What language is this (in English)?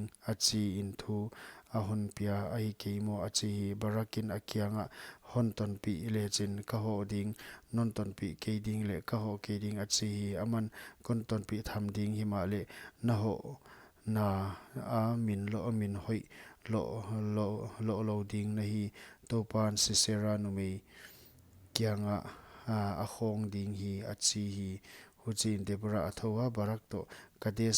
Paite Chin